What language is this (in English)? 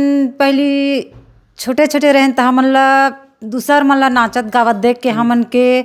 Chhattisgarhi